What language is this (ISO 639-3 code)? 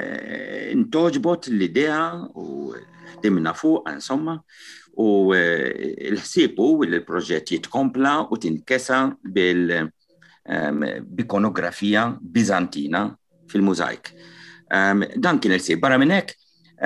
mlt